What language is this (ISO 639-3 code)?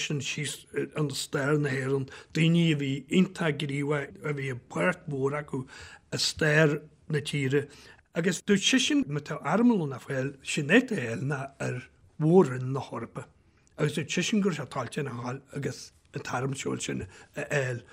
gle